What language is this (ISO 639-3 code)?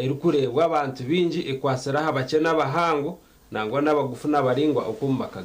nyn